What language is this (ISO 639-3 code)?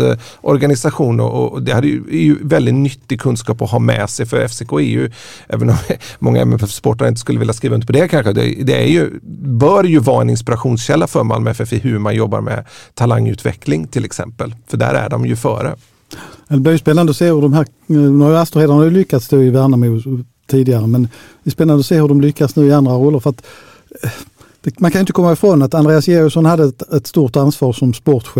swe